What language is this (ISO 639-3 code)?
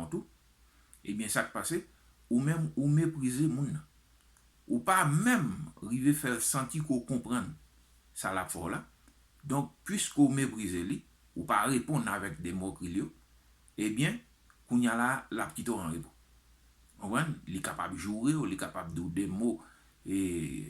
hat